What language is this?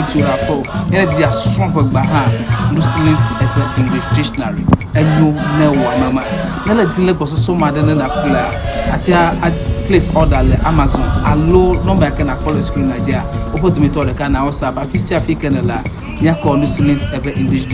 Ewe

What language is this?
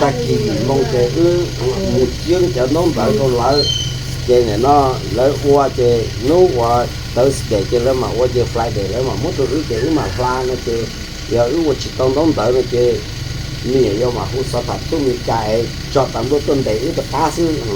Hmong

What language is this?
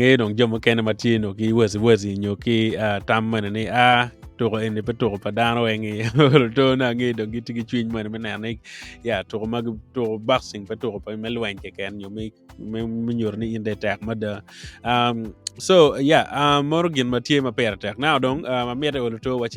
Acoli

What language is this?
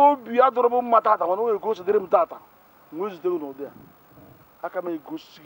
Igbo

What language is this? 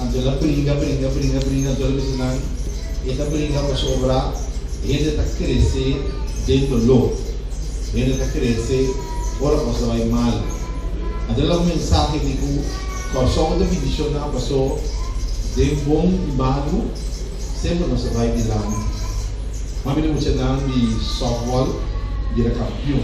Papiamento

